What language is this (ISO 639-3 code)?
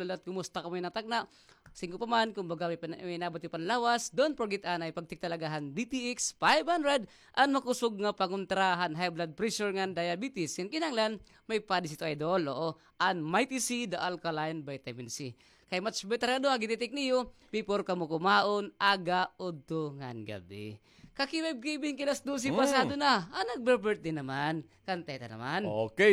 war